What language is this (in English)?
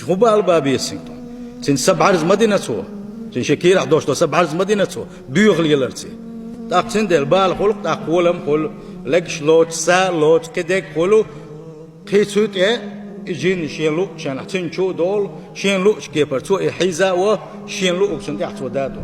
Chechen